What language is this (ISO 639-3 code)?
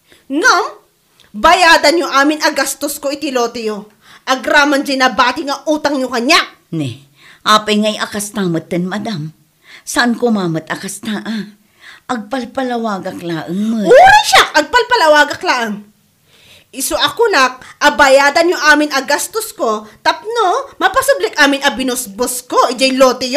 ilo